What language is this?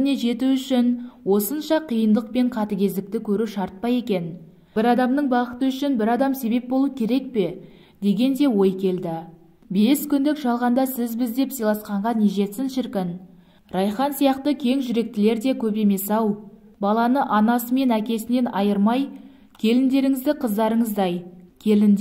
Kazakh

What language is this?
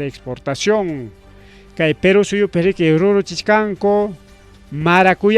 Ayacucho Quechua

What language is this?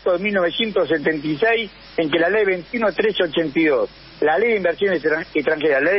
Spanish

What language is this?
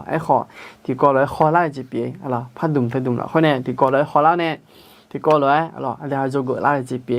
Akha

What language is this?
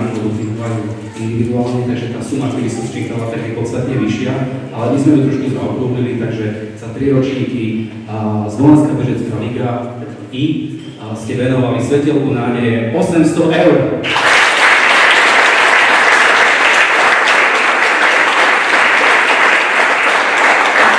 Slovak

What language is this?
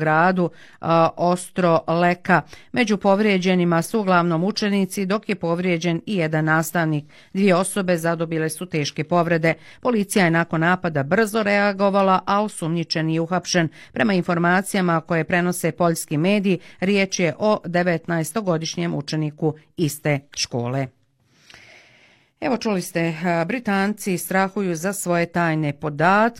Bosnian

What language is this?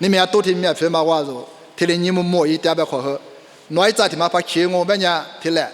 Lisu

